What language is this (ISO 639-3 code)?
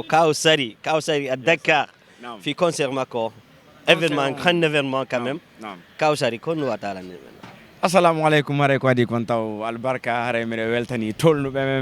ful